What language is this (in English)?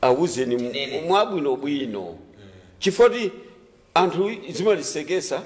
Nyanja